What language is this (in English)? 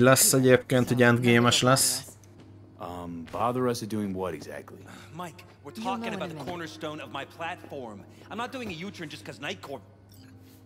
Hungarian